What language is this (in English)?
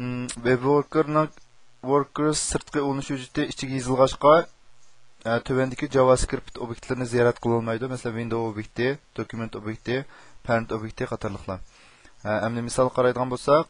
Uyghur